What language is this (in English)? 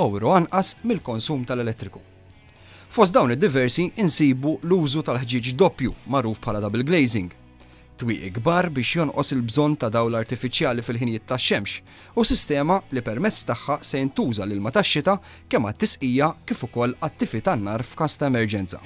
Maltese